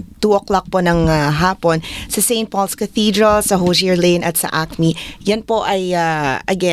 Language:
Filipino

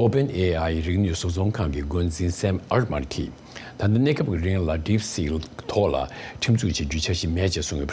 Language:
Tibetan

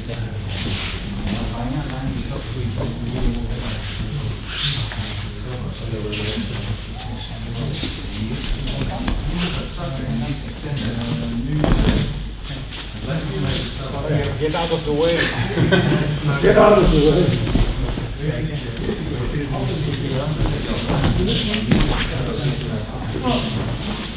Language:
Dutch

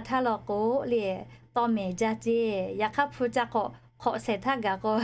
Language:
Lahu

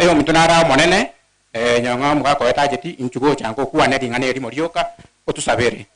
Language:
Gusii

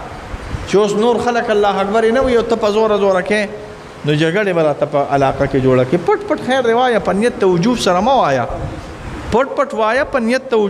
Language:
Pashto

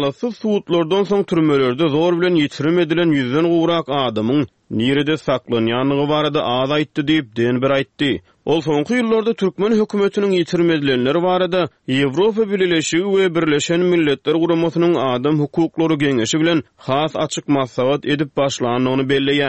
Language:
Turkmen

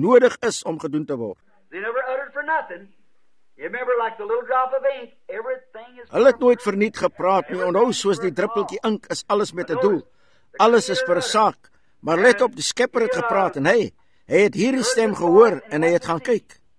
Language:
Afrikaans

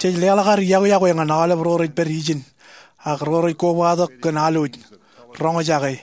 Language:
Marshallese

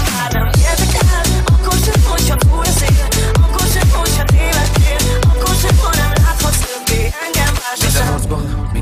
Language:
Hungarian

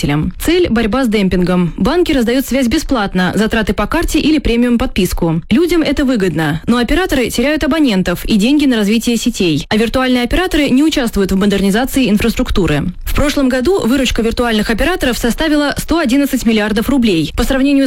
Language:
Russian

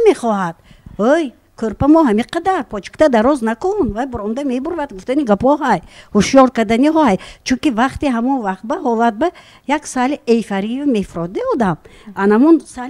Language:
Tajik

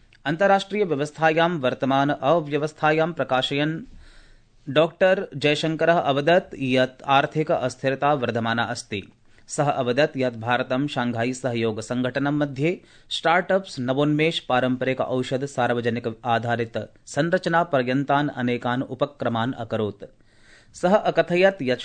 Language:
Sanskrit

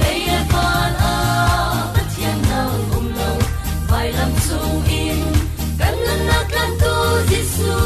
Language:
Falam Chin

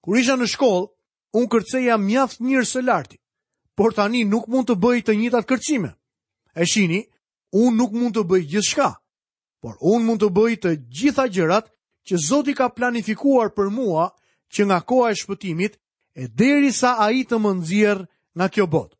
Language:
Albanian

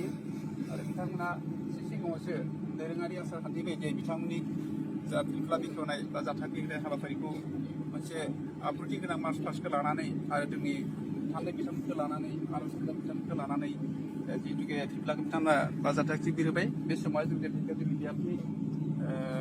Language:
Bodo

